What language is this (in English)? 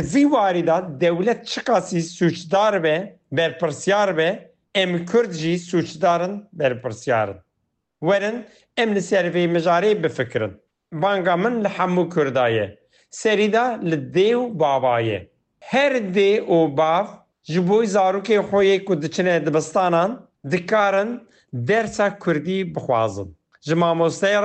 Kurdish